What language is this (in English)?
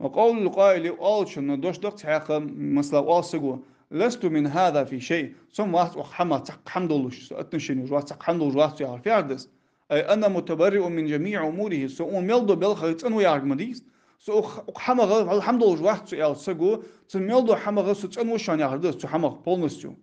Ingush